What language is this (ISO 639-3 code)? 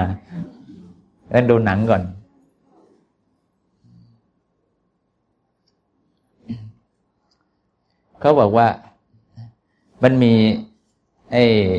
tha